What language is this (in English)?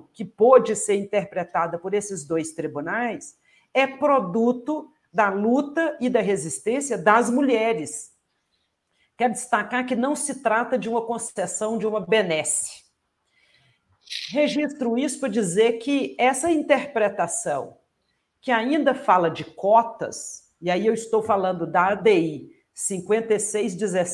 Portuguese